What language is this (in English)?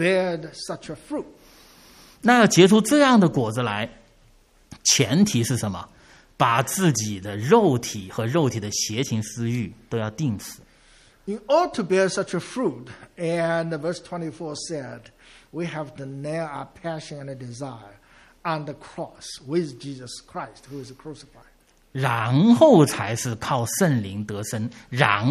Chinese